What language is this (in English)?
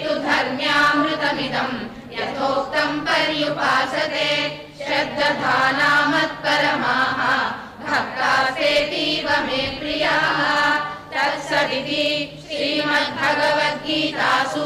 Sanskrit